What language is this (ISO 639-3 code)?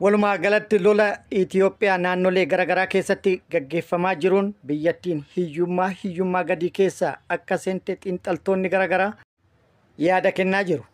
orm